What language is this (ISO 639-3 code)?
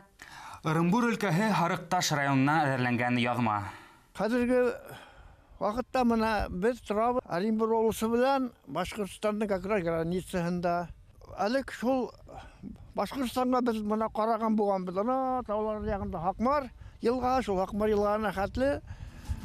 bak